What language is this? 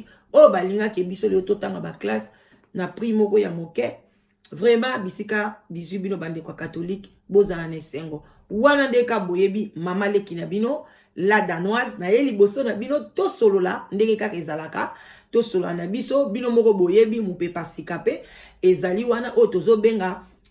Lingala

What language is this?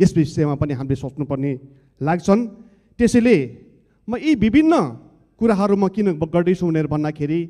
Nepali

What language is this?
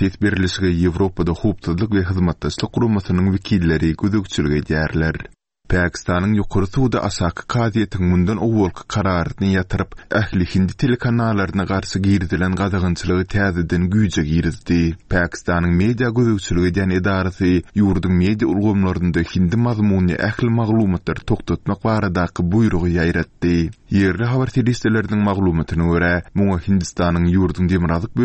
Turkmen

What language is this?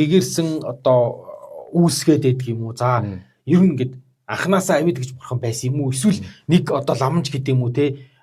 Mongolian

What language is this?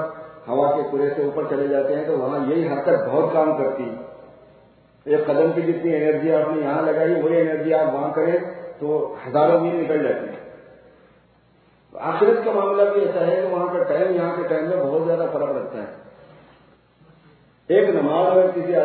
Urdu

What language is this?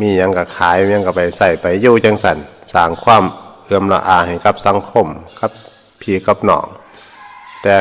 Northeastern Thai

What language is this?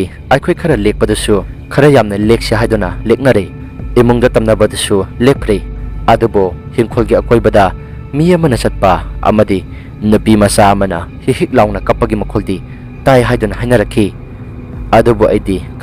Manipuri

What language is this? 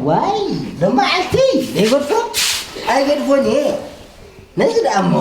Tigrinya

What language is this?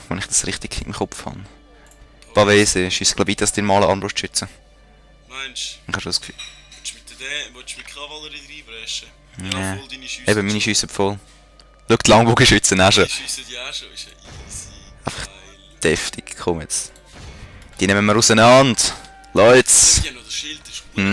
Swiss German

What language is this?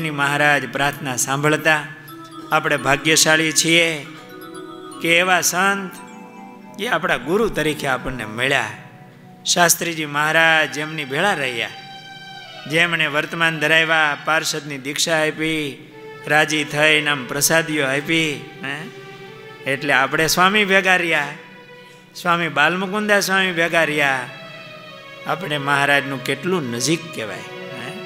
Gujarati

